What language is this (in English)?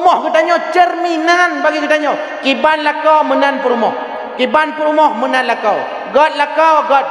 Achinese